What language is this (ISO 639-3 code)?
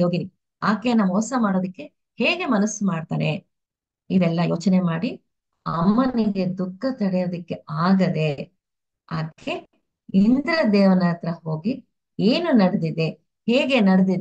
kan